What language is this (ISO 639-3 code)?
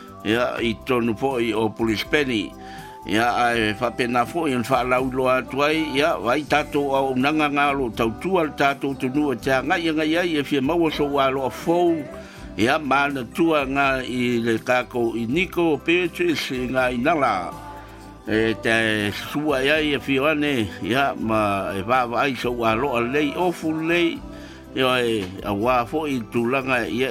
smo